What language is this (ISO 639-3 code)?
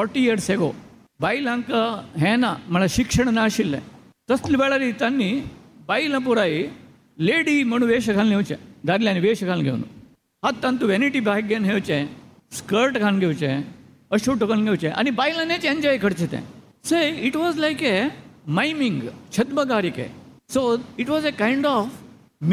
kok